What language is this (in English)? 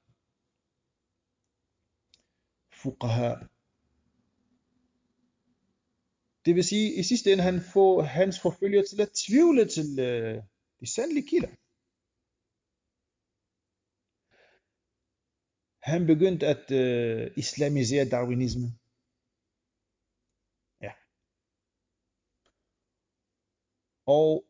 Danish